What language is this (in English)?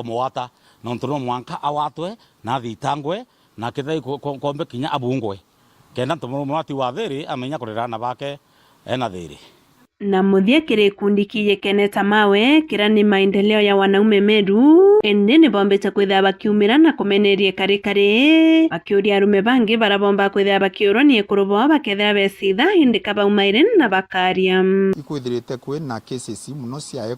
Meru